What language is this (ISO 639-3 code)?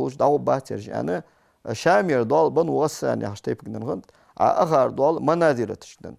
inh